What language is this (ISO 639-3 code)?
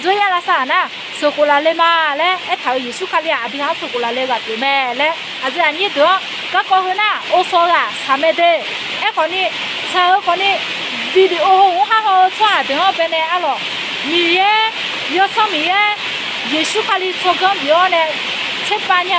ahk